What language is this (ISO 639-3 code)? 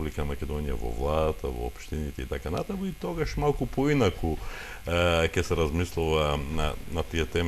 mkd